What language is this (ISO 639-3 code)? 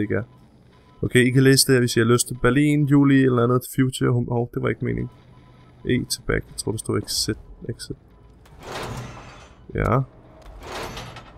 dan